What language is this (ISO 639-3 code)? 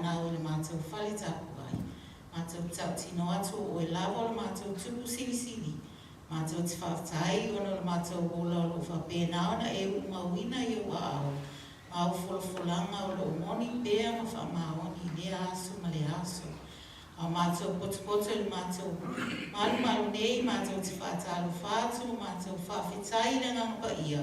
smo